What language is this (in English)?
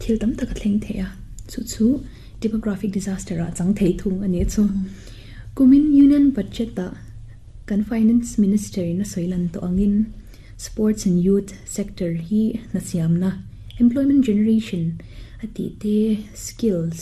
Mizo